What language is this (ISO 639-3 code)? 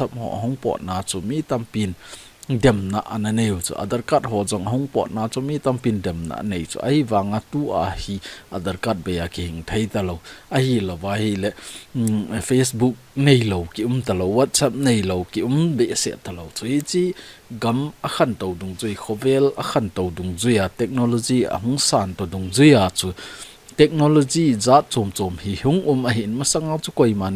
tcz